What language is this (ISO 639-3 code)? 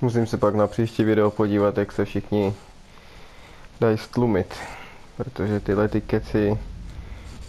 ces